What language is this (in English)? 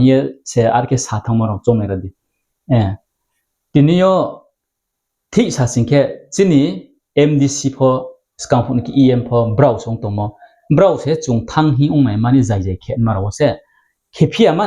Riang (India)